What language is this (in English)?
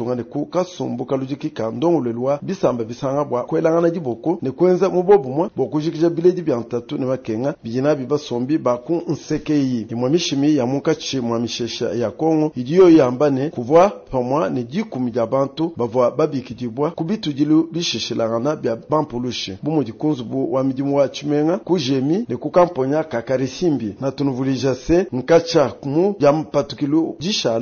Luba-Lulua